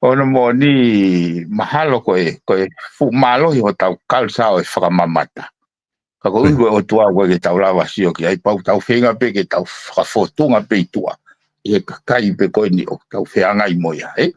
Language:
Tongan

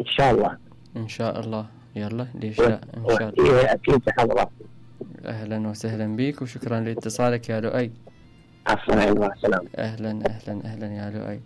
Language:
Mesopotamian Arabic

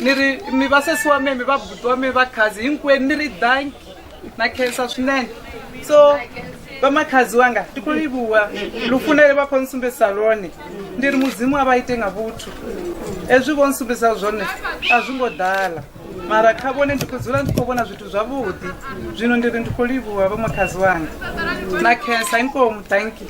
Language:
Venda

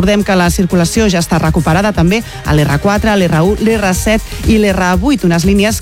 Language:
Catalan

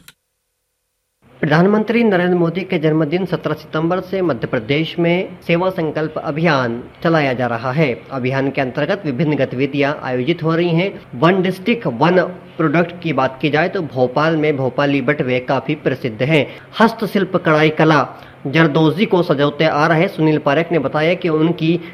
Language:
Hindi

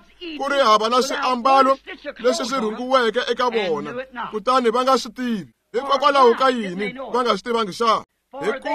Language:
Tsonga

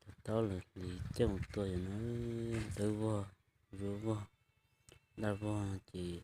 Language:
Hmong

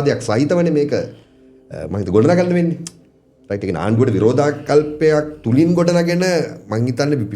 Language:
Sinhala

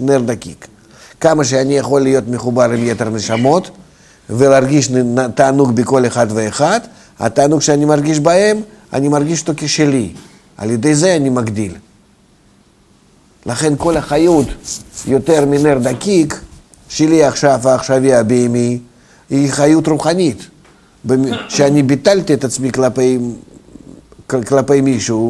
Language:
Hebrew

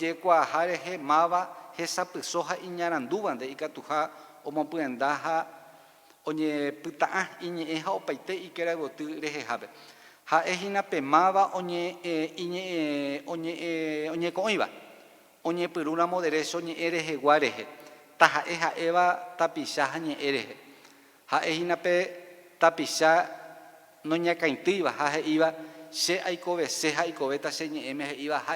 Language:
Guarani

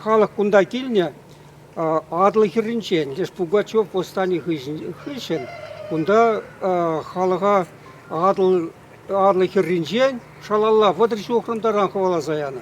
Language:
Chuvash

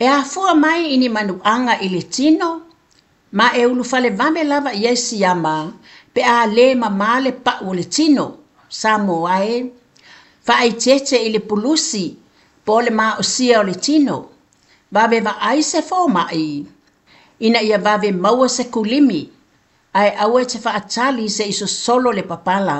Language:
Samoan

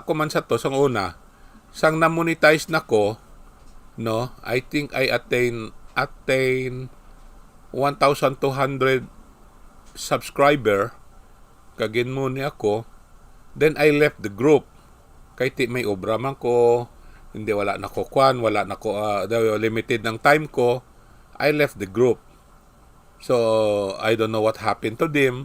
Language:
Hiligaynon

